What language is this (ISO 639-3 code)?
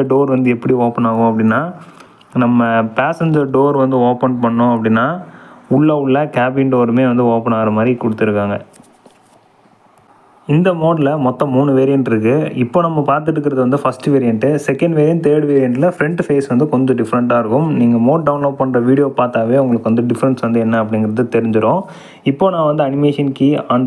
tam